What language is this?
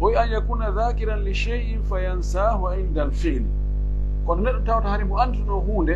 Pular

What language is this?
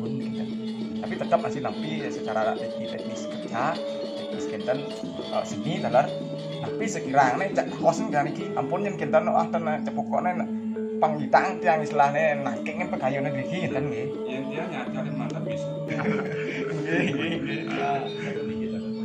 Balinese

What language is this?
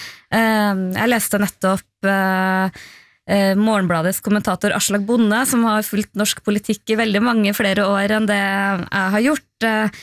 Norwegian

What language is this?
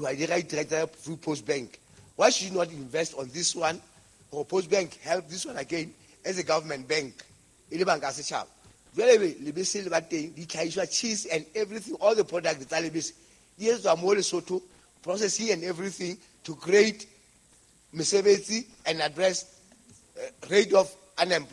Southern Sotho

